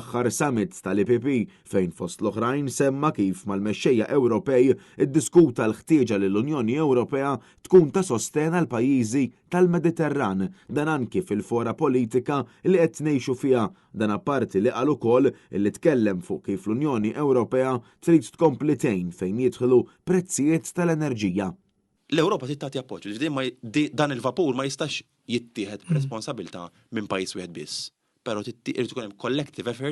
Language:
Maltese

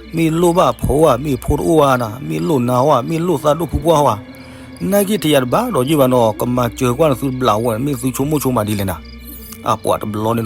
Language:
S'gaw Karen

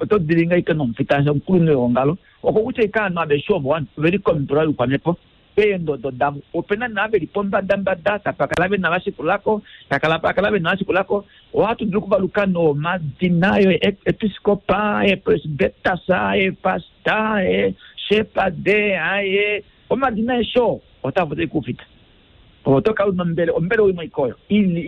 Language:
Kuanyama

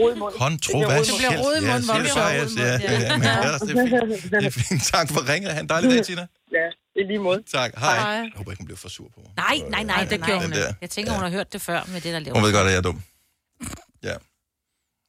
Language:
Danish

